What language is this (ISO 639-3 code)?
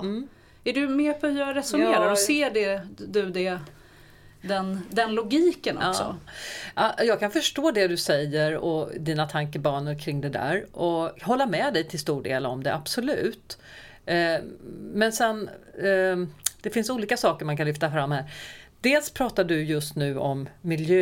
swe